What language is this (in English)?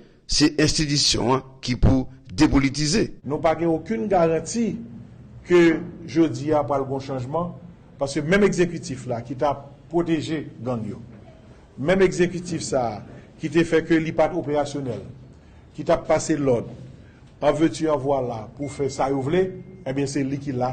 Haitian Creole